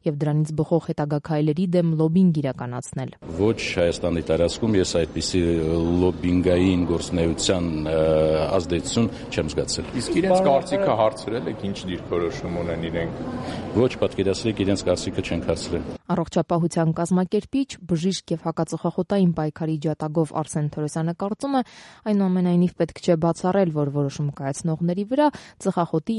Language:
Armenian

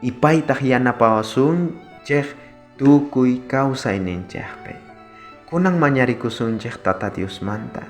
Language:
South Bolivian Quechua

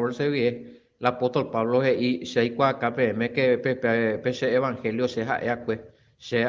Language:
Guarani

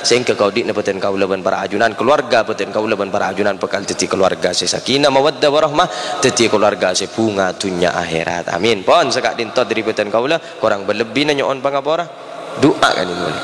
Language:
Madurese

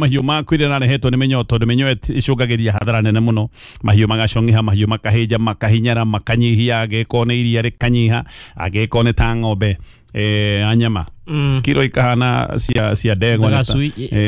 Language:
Kikuyu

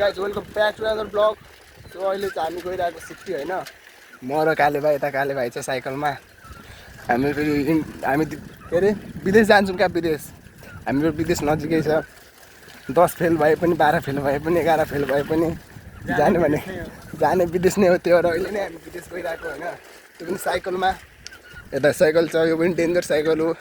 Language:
Nepali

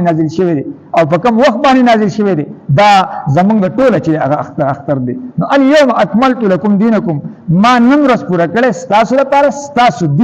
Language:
Pashto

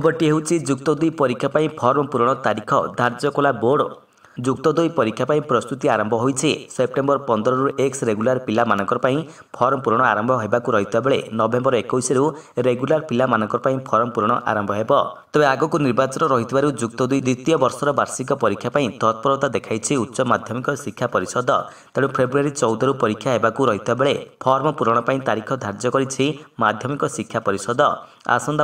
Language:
Odia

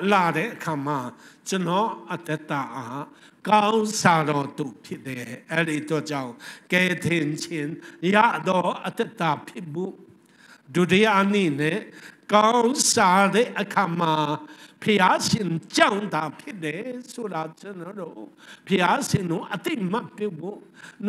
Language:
Burmese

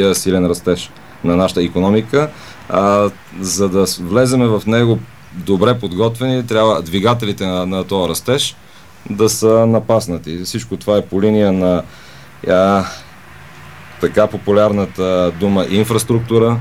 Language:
Bulgarian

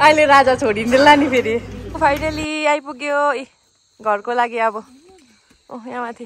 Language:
Nepali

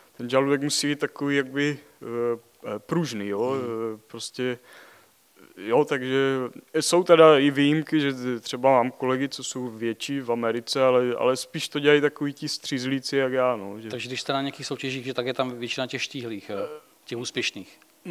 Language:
Czech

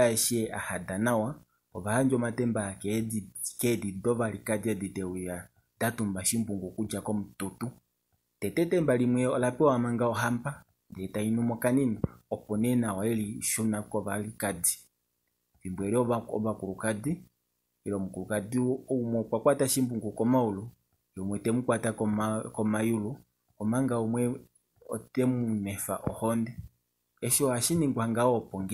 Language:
Kuanyama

